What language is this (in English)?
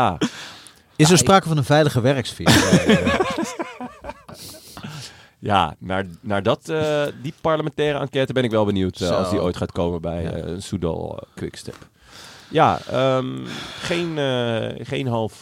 Dutch